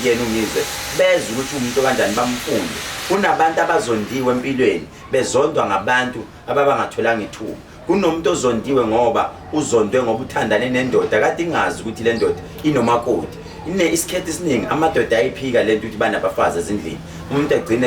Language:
Zulu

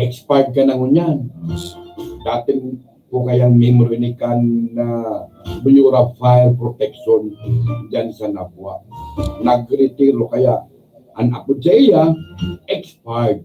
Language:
Bikol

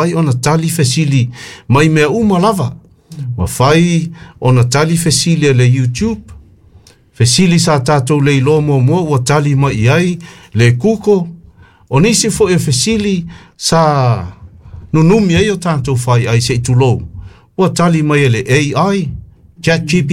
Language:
Samoan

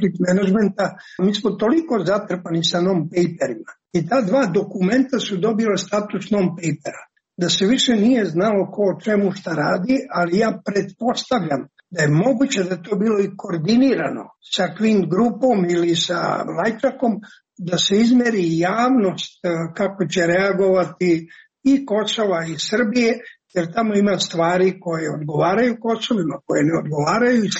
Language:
Serbian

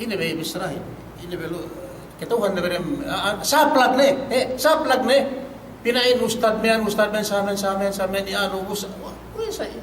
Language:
Yakan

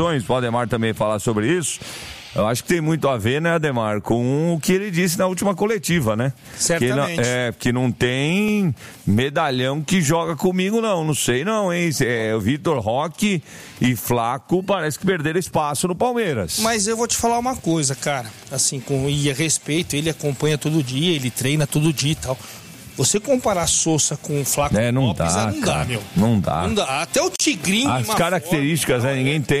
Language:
Portuguese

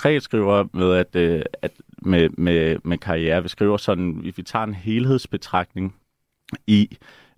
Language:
Danish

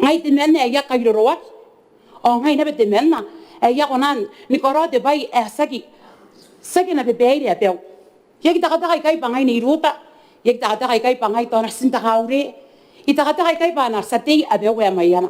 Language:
Gilbertese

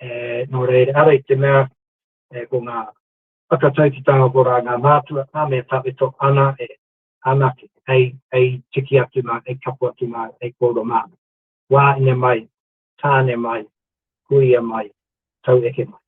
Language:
Māori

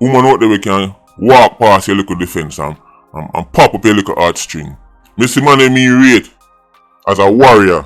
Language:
Jamaican Creole English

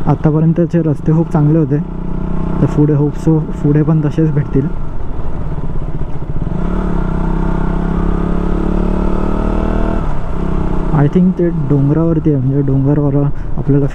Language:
Marathi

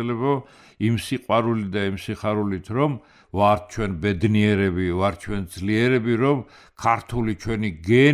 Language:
Georgian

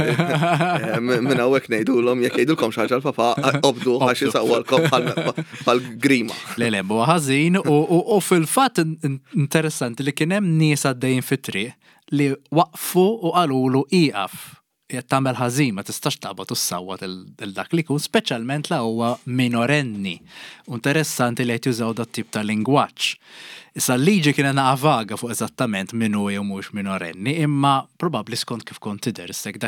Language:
Maltese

